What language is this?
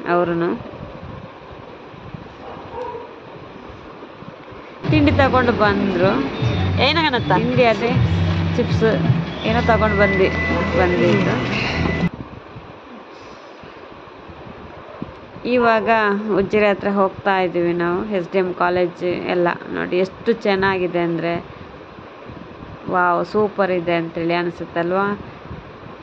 Kannada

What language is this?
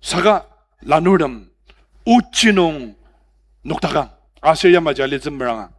Ao Naga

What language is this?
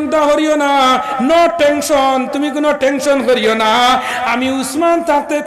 Sylheti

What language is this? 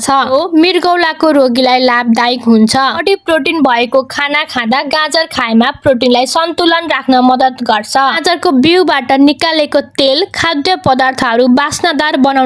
Nepali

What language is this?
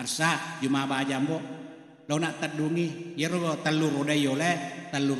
Buginese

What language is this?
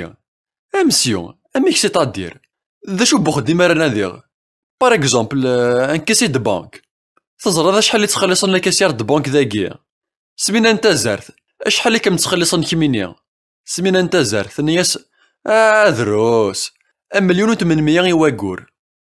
Kabyle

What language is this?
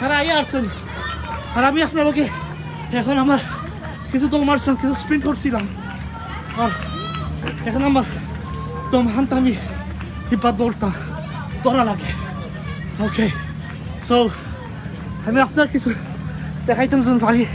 Sylheti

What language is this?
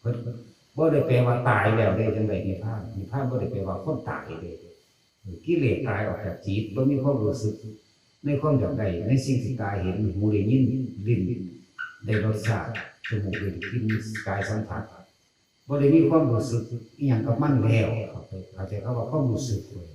Northeastern Thai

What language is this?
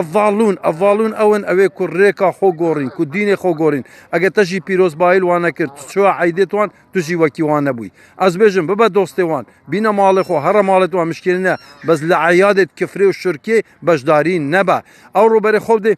Kurdish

